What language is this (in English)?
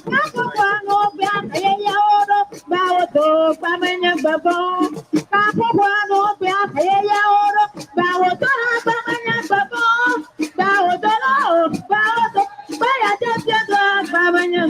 Ewe